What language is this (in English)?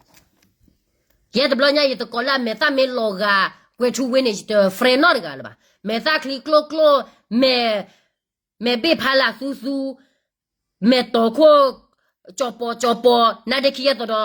S'gaw Karen